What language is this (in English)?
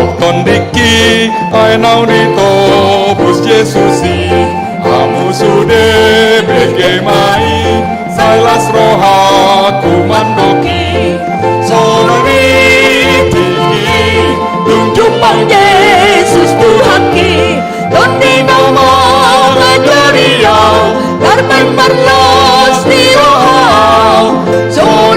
Batak Toba